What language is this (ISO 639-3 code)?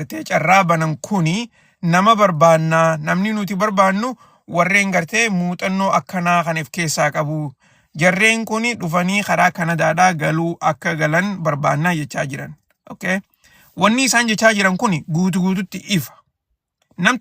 orm